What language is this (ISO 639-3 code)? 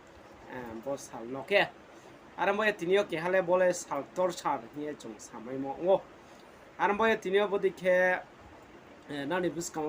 ria